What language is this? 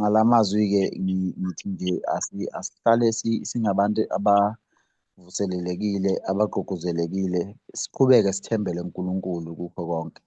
Zulu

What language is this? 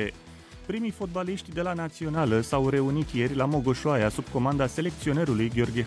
Romanian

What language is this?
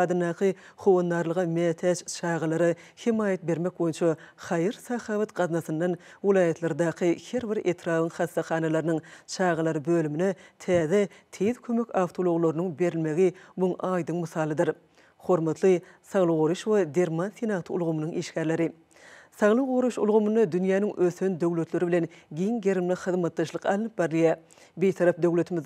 Turkmen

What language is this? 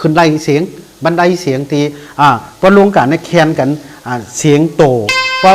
Shan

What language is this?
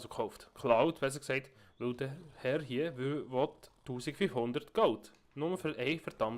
Swiss German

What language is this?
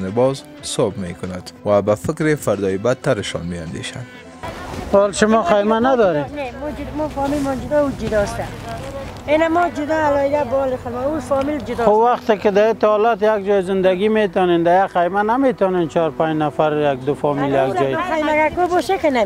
Persian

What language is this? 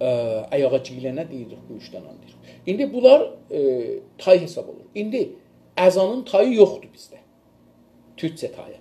South Azerbaijani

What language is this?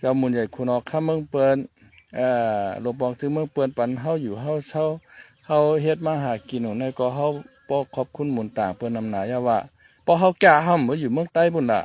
Shan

